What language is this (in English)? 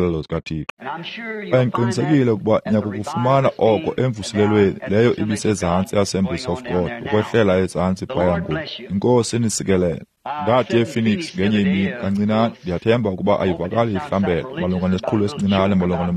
Xhosa